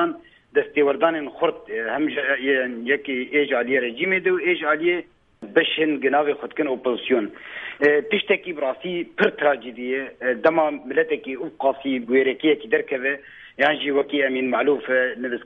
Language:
Kurdish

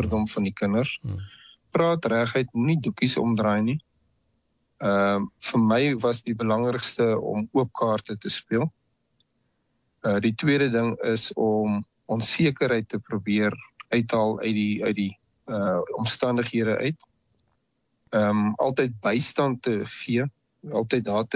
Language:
Afrikaans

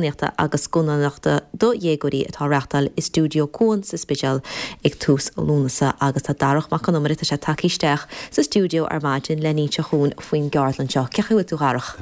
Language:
Irish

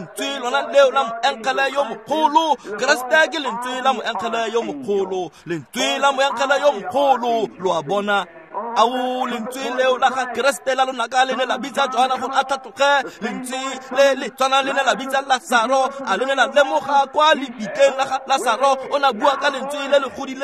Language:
Tswana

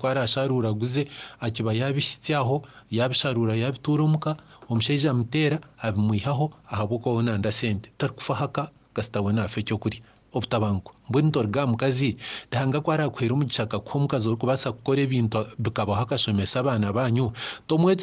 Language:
Nyankole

